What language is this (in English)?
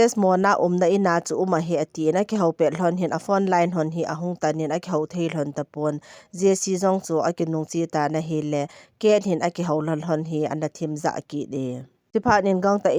Thado Chin